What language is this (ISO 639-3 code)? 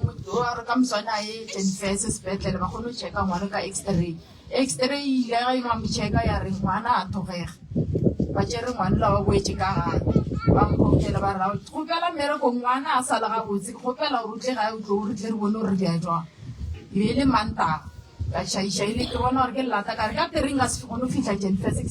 nso